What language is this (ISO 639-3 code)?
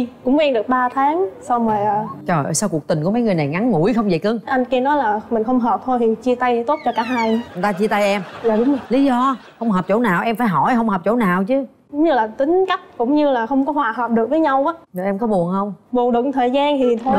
vie